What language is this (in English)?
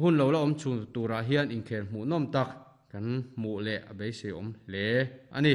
Mizo